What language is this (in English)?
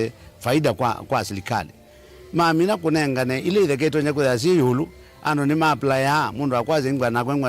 Kamba